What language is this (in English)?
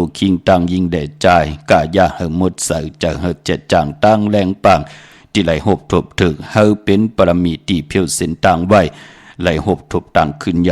Shan